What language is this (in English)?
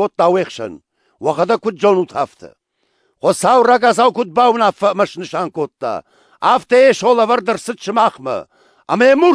Ossetic